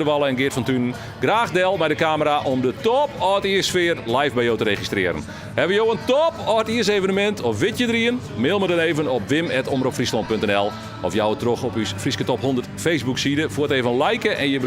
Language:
Western Frisian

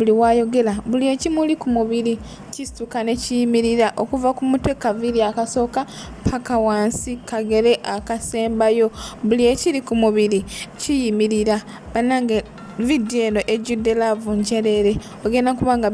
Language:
Ganda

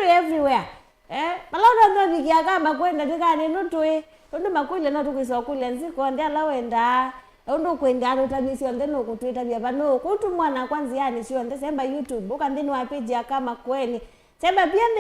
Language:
Kamba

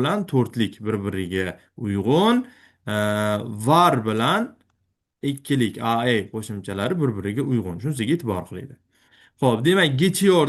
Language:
Uzbek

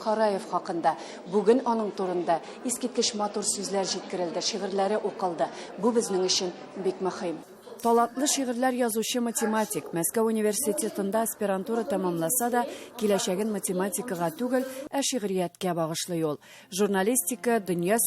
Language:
Tatar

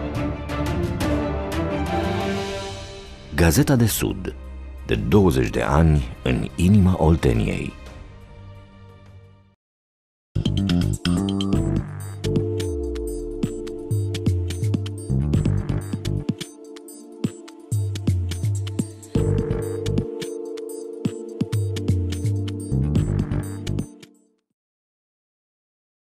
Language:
Romanian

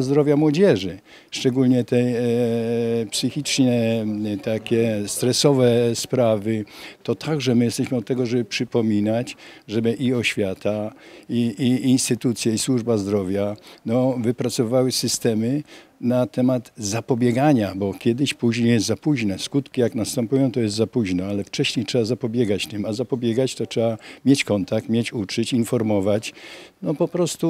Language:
Polish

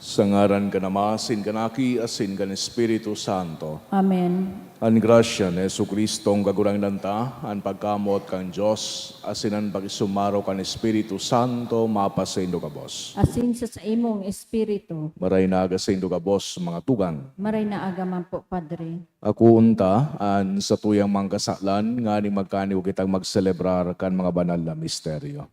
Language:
Bikol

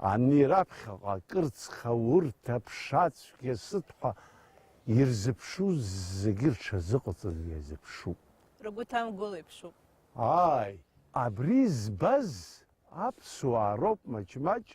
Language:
Abkhazian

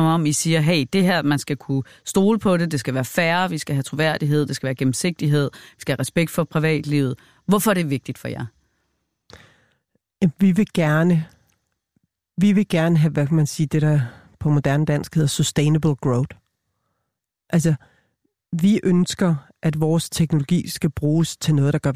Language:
Danish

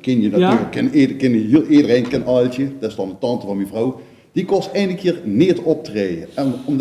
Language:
Limburgish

